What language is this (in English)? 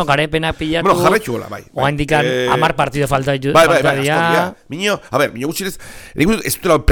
Basque